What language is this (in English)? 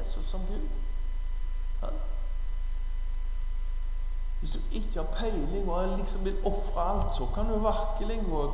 Norwegian